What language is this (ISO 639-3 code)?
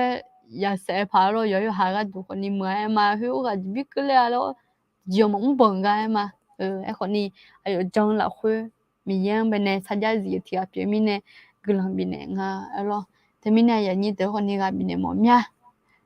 ahk